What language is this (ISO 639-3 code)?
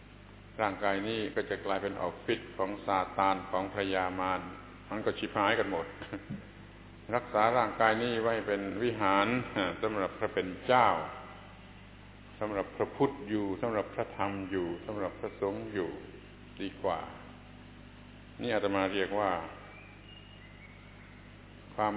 tha